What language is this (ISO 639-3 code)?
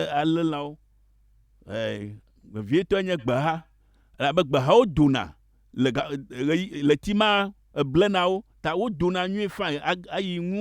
ewe